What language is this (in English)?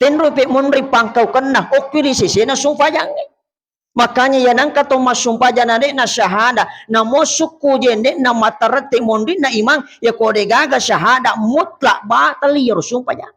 Buginese